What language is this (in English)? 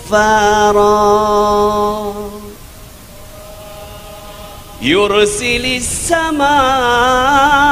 Indonesian